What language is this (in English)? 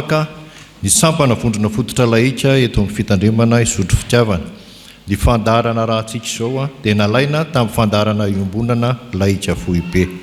Malagasy